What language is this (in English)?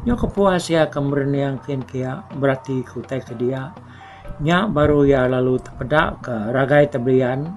Iban